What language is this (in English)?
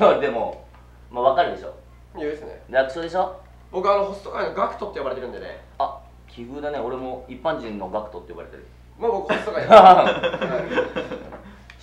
Japanese